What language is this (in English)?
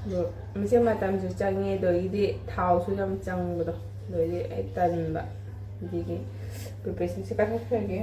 Manipuri